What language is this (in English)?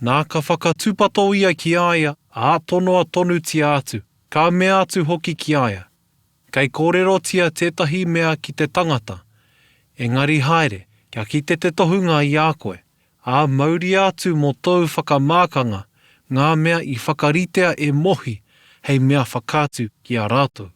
Māori